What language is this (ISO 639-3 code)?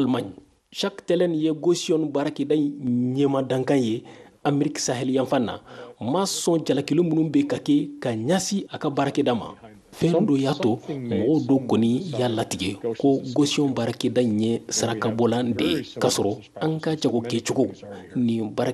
bam